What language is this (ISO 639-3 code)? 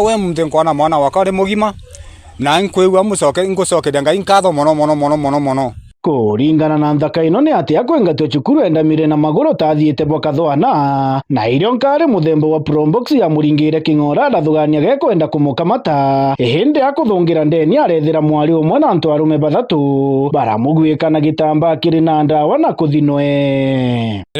mer